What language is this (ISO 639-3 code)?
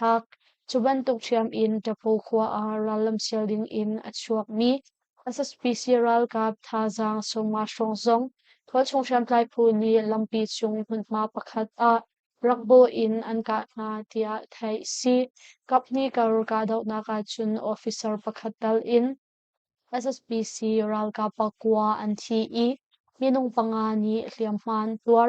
cnh